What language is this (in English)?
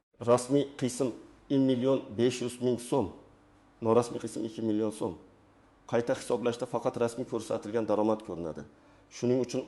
Uzbek